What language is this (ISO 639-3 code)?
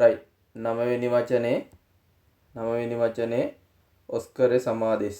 sin